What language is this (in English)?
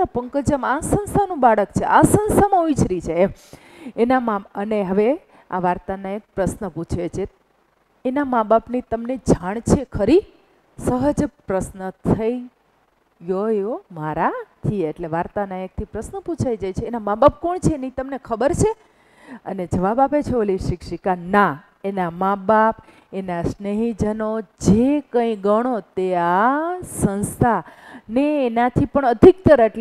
Gujarati